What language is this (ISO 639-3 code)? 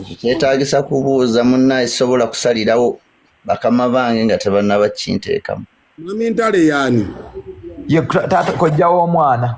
lug